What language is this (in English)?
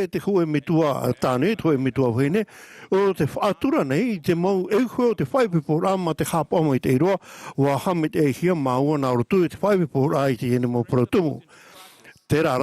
Tahitian